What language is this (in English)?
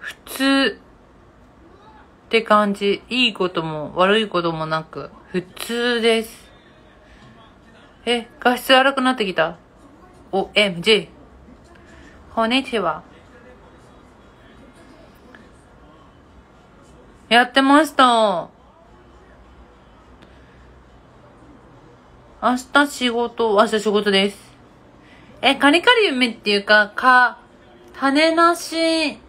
Japanese